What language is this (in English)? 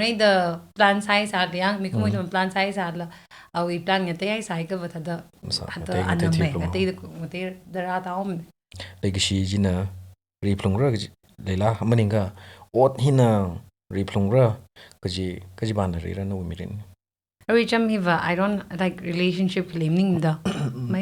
Tangkhul Naga (India)